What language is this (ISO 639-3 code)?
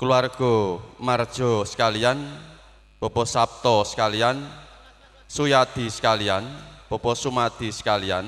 jav